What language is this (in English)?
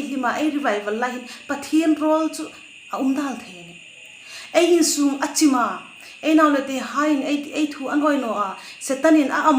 Hmar